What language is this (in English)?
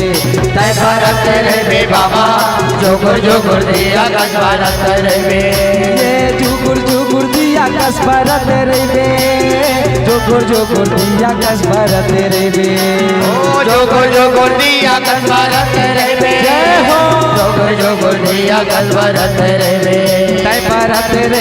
Chhattisgarhi